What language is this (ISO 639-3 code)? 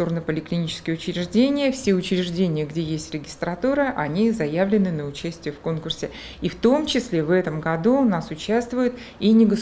rus